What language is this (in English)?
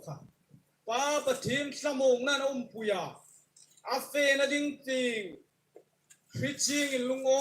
Hmar